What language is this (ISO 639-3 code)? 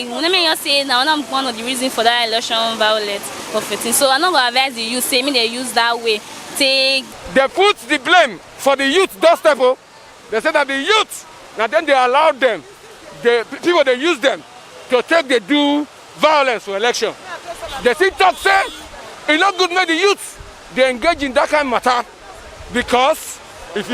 pcm